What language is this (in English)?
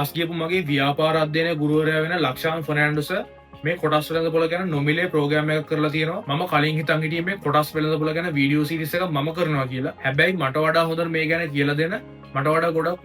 Sinhala